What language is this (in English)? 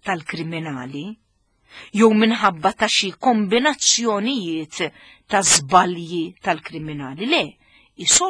Maltese